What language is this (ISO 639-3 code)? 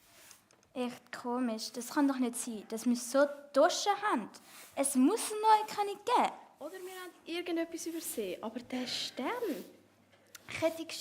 gsw